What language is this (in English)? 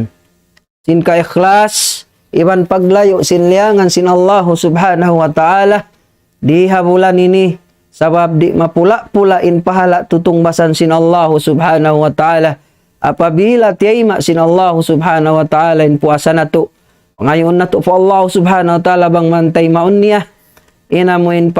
Tausug